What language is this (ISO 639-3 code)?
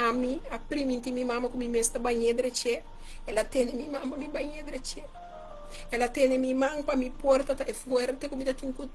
pap